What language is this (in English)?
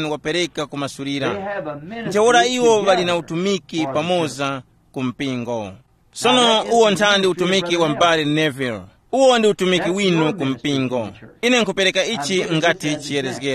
Tumbuka